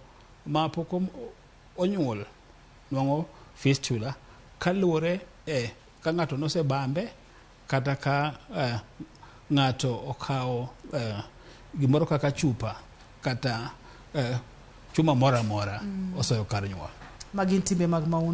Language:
Luo (Kenya and Tanzania)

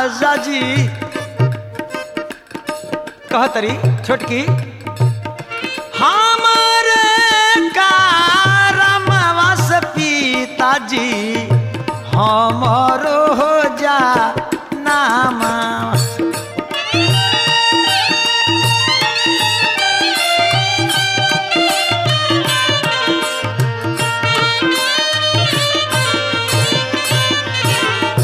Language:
Bhojpuri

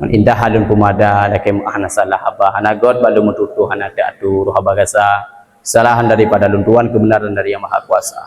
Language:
Achinese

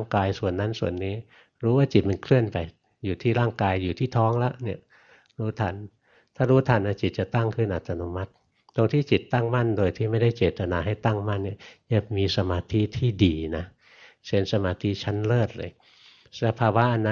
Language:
Thai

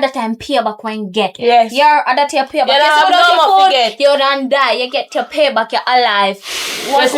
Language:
Jamaican Creole English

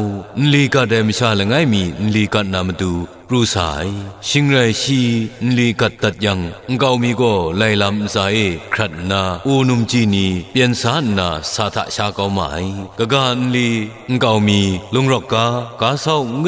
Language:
Kachin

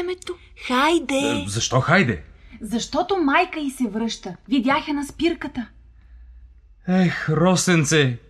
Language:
Bulgarian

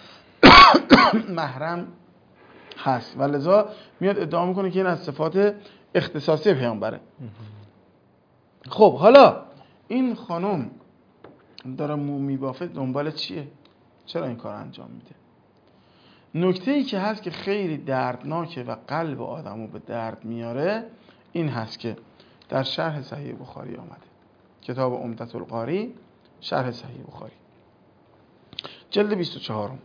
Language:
Persian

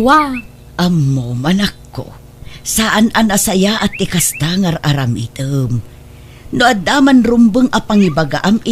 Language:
Iloko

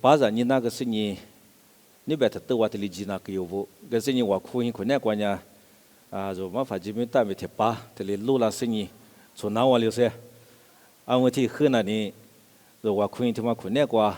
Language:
Lisu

